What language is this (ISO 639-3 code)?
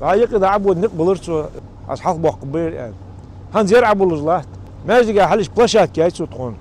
inh